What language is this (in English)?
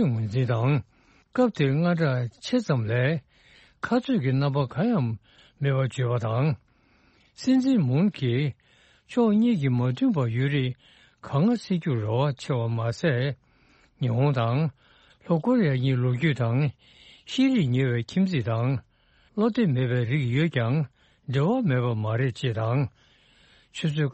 Tibetan